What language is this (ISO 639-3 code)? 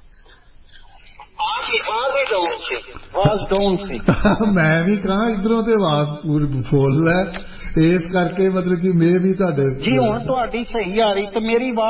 pan